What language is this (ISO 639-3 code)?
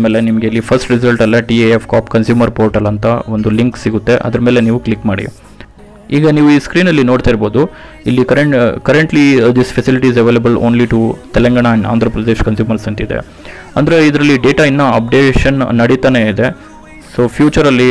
kan